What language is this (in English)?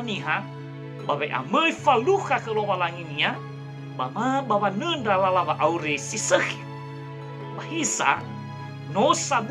Nias